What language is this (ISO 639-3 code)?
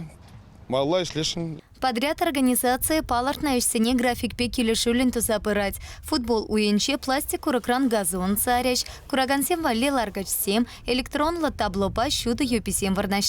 chv